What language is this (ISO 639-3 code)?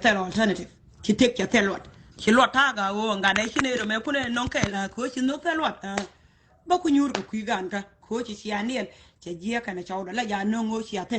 nus